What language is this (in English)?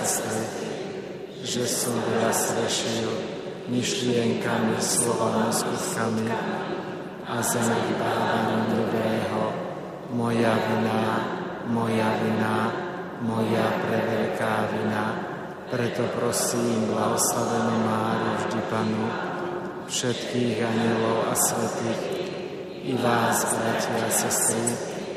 Slovak